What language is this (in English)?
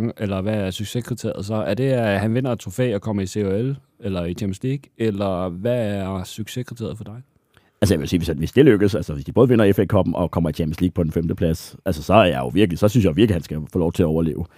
Danish